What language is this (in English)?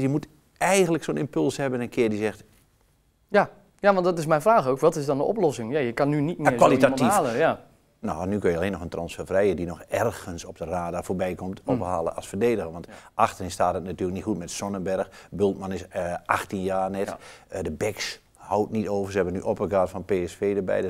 Dutch